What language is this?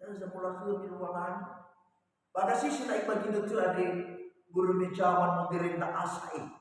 Nias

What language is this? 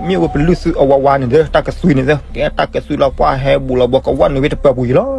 S'gaw Karen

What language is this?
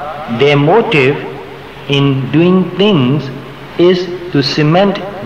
Burmese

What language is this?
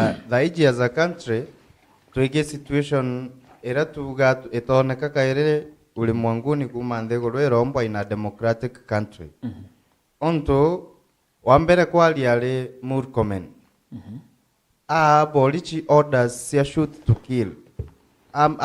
Meru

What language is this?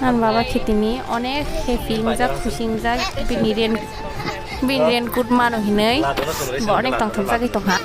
Kok Borok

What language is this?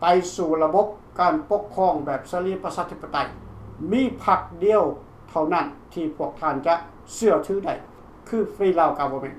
Lao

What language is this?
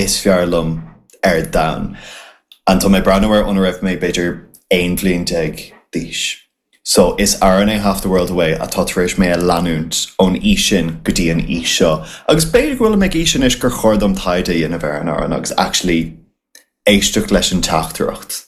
Irish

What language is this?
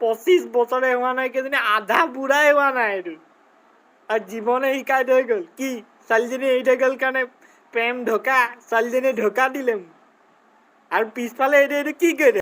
Assamese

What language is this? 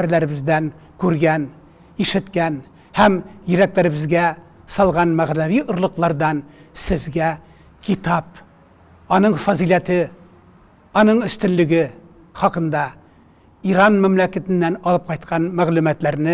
Tatar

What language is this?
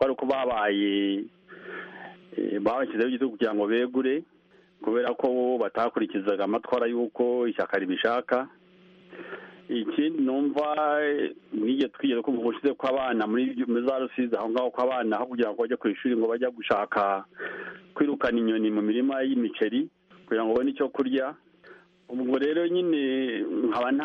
Kinyarwanda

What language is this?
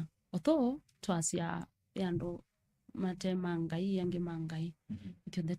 Kamba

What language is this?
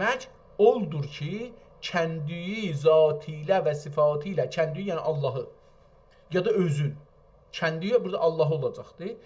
South Azerbaijani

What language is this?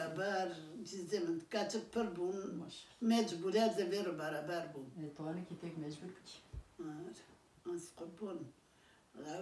Kurdish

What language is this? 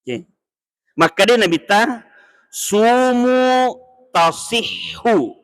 Buginese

